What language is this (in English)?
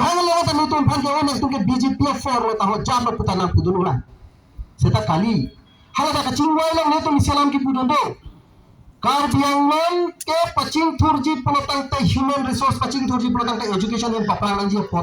Karbi